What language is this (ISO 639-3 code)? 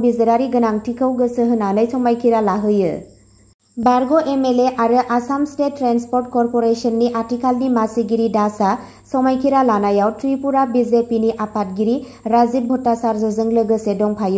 brx